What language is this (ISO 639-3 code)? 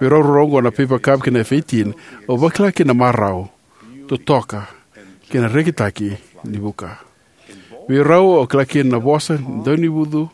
fij